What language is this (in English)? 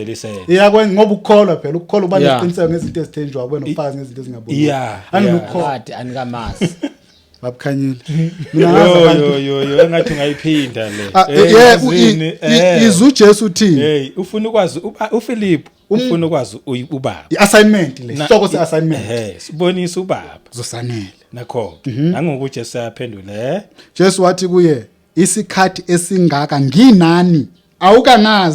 Zulu